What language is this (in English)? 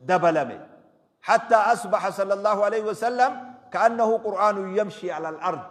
Oromo